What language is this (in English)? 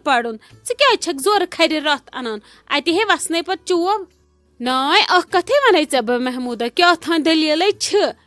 Kashmiri